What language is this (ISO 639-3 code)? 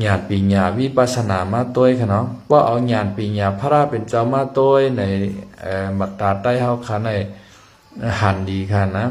shn